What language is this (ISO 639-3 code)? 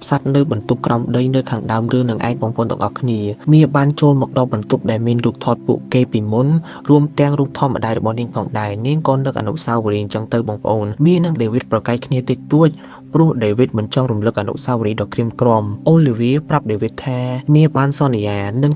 khm